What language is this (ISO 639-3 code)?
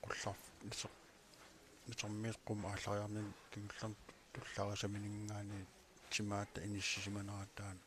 kal